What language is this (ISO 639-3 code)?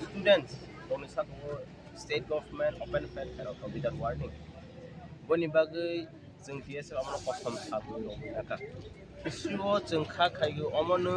trp